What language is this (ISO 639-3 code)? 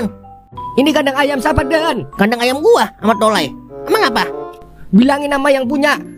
bew